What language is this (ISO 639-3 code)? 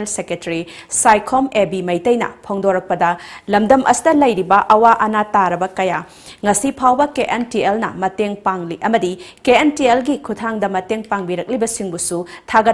mni